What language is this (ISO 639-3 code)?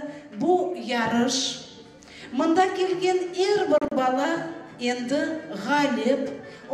crh